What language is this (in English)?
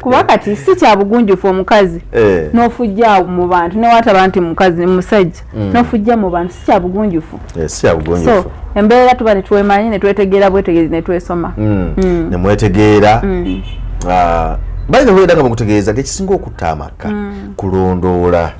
Ganda